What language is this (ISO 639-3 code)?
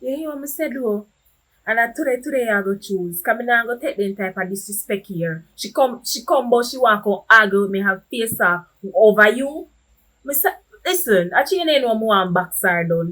jam